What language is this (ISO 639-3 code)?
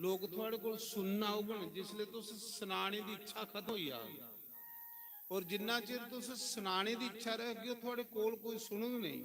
doi